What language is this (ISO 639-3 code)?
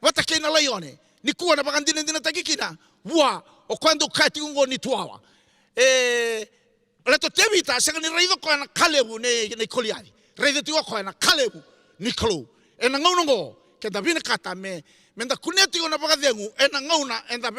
fij